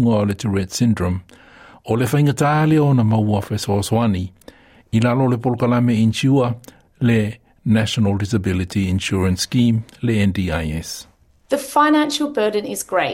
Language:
Samoan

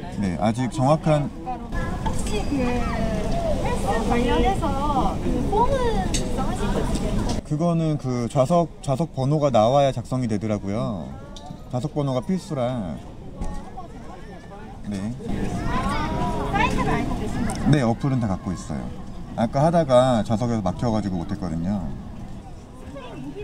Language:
Korean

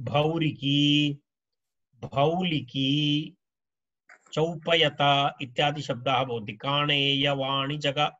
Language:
Sanskrit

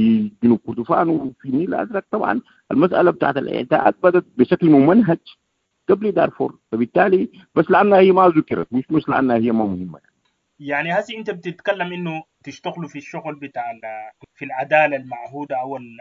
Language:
Sudanese Arabic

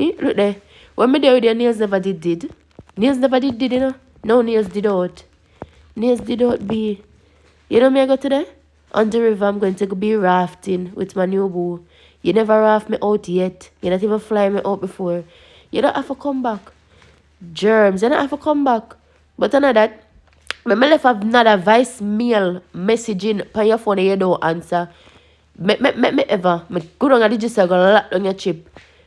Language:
Jamaican Creole English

